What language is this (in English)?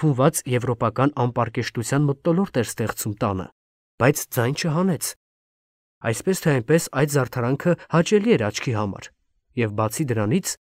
Armenian